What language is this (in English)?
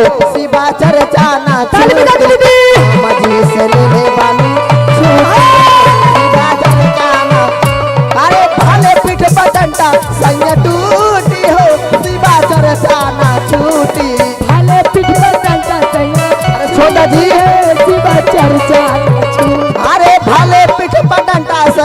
Magahi